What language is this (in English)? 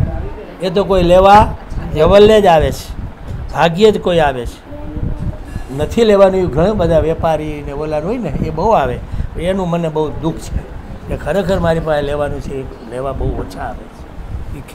Gujarati